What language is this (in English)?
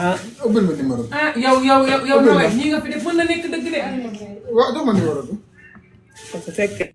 Wolof